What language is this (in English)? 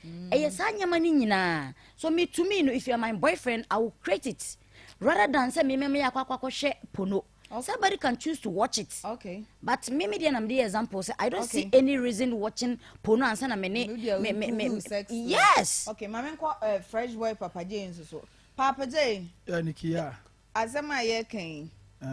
Akan